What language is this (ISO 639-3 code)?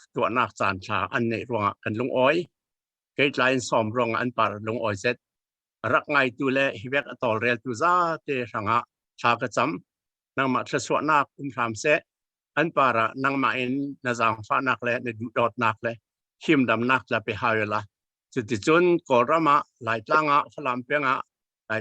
cfm